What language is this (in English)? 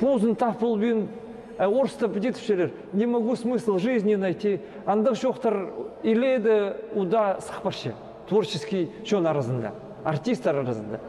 Khakas